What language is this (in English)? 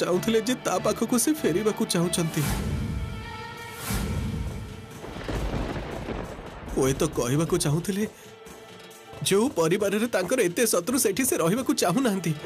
Odia